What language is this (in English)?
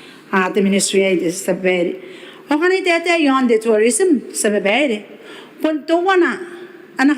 Gilbertese